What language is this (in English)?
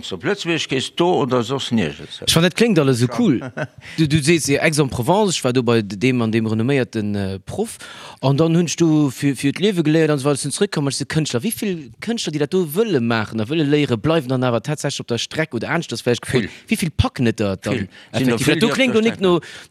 Luxembourgish